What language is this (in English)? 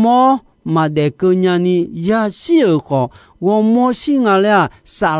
Akha